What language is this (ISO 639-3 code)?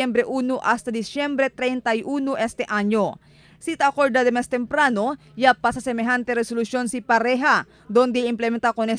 cbk